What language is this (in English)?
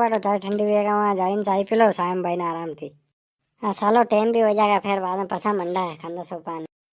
Rajasthani